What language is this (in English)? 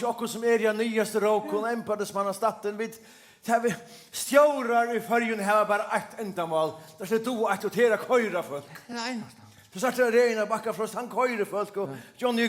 Faroese